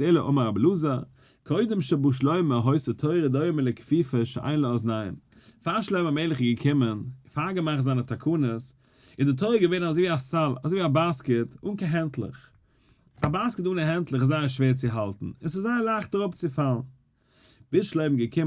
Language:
Yiddish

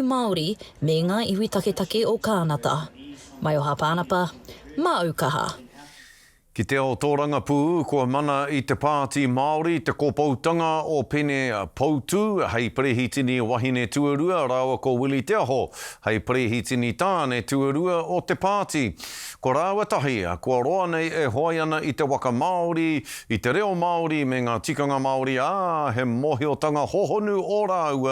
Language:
Māori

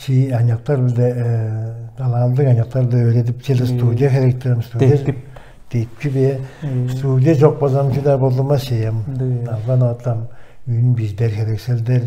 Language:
Tuvinian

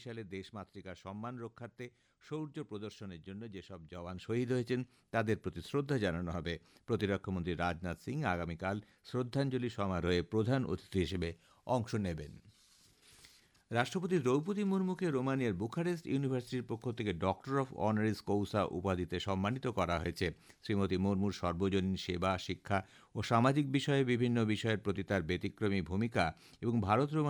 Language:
Bangla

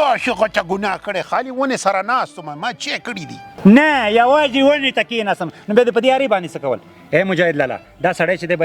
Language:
Pashto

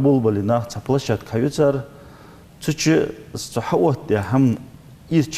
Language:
Ingush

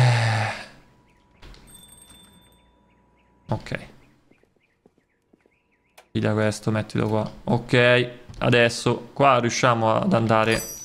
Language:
Italian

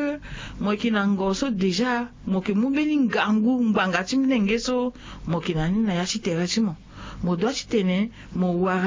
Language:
Sango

